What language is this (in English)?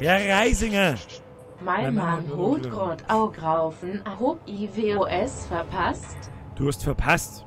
Bavarian